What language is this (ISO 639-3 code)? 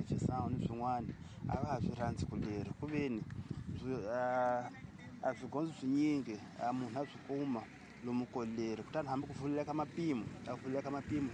tso